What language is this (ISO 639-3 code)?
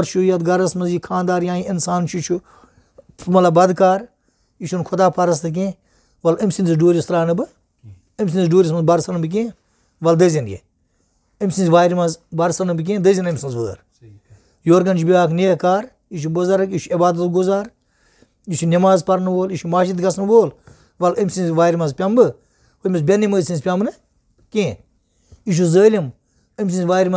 kas